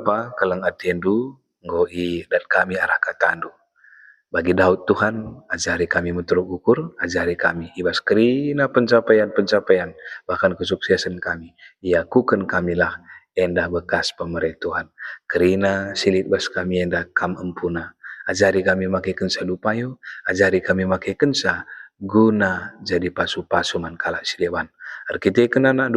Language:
Batak Karo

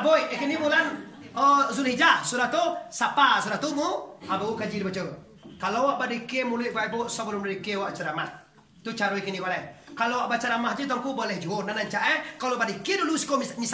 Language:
Minangkabau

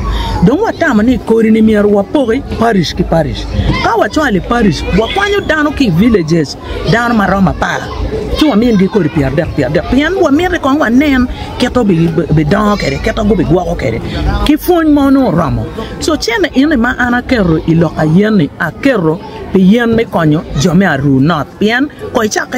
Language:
Acoli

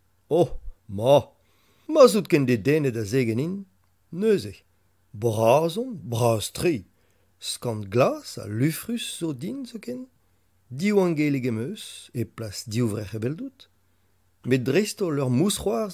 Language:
Breton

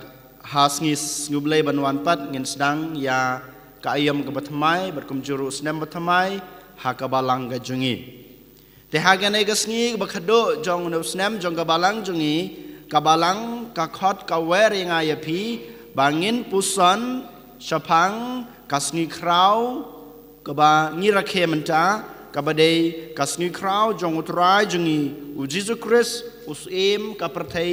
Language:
Khasi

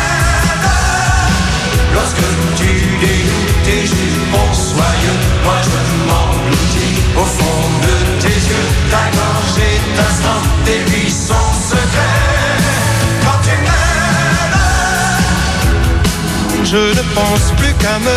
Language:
French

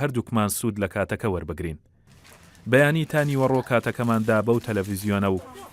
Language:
Central Kurdish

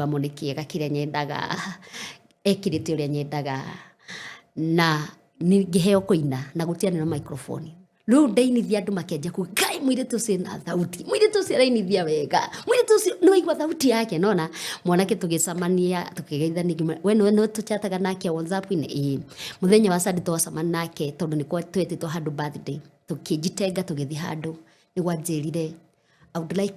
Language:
Kikuyu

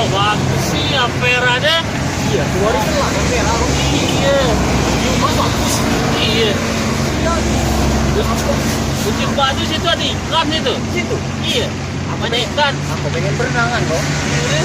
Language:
Musi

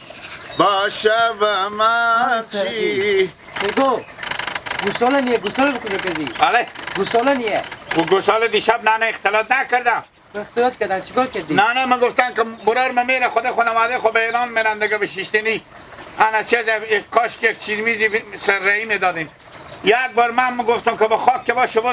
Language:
Hazaragi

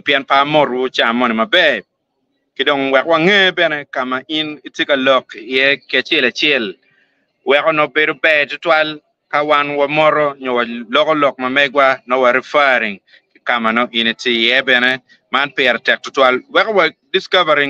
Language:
Acoli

